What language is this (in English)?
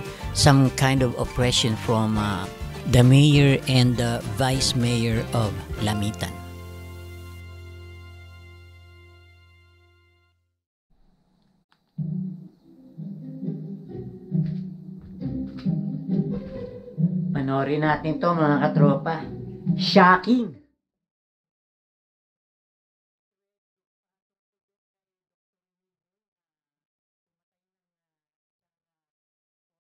Filipino